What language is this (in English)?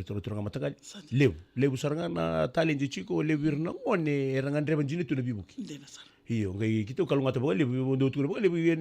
Fijian